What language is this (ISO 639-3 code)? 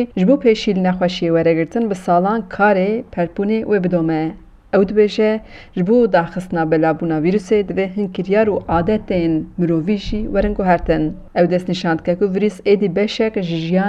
kur